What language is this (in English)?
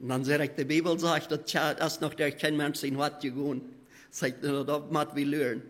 Plautdietsch